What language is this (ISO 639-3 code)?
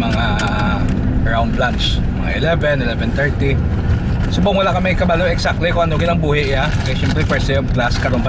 hil